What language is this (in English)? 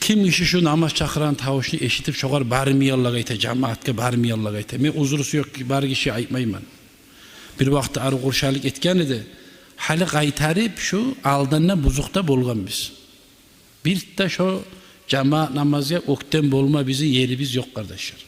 Kumyk